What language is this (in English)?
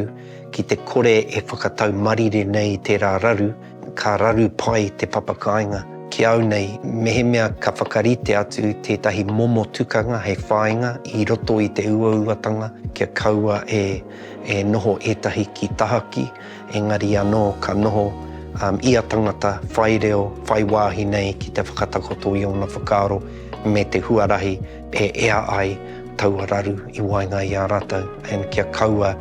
Māori